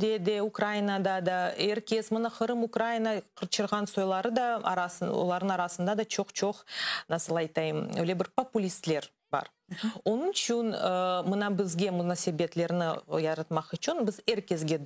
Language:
Crimean Tatar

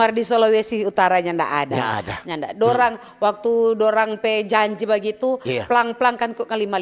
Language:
Manado Malay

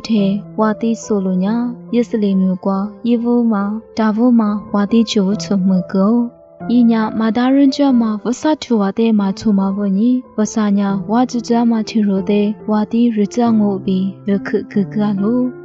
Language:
Lisu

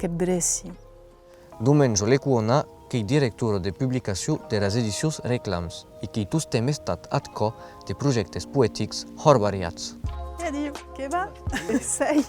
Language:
Occitan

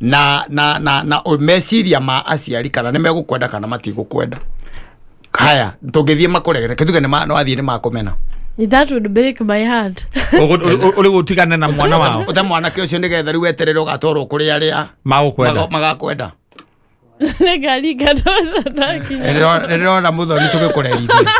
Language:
Kikuyu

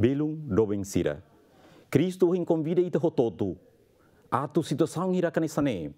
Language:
Tetum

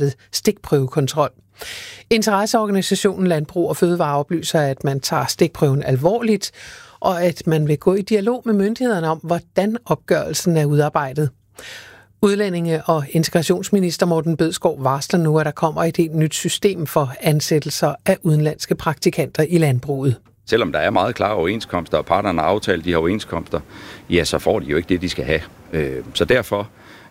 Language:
Danish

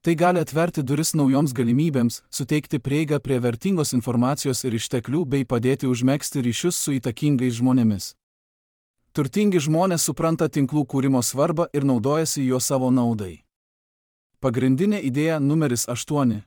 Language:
Lithuanian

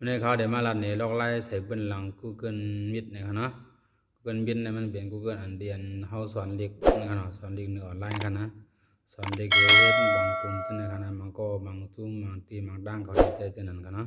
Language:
Shan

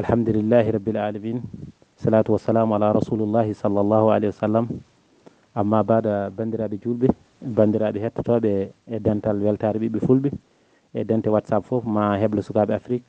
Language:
Fula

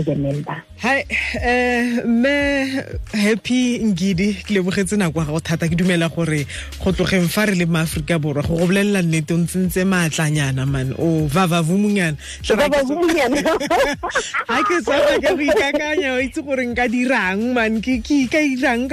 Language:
Southern Sotho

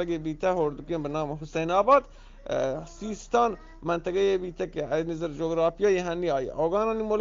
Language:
Eastern Balochi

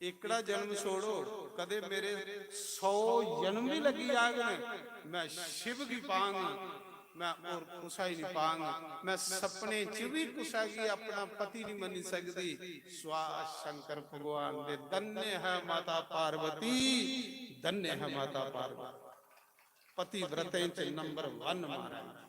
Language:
Dogri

